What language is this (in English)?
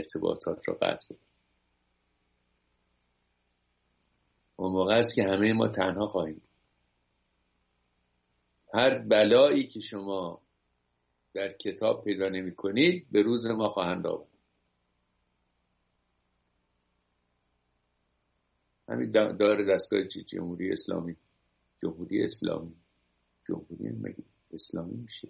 Persian